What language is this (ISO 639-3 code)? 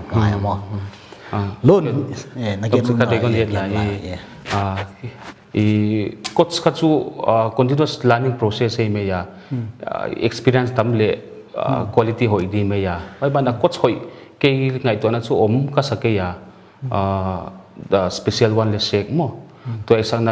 pck